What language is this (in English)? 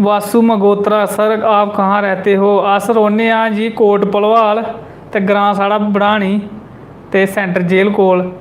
Dogri